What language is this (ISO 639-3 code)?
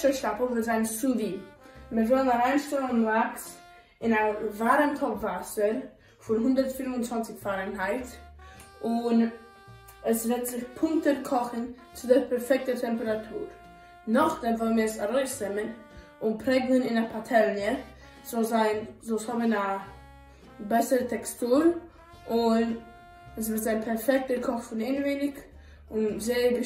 yid